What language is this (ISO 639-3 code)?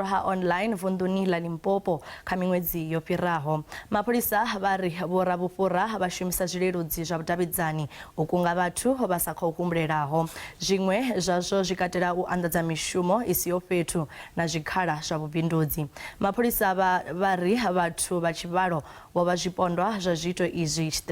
ven